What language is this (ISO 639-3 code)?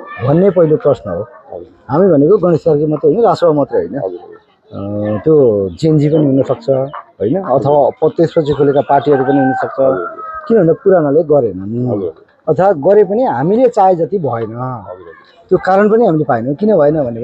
nep